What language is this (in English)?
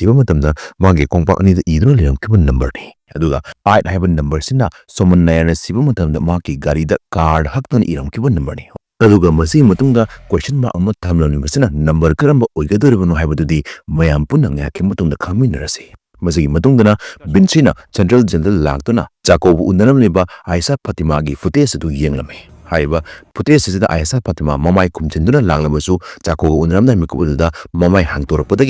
Manipuri